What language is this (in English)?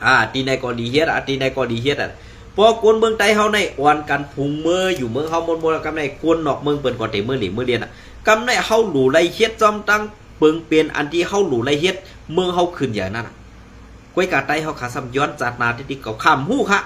Shan